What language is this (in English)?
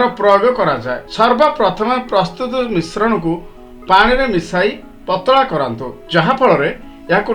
Odia